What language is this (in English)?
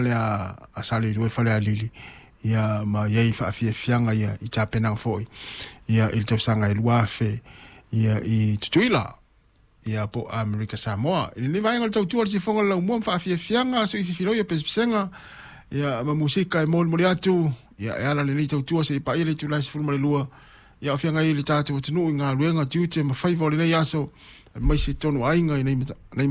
Samoan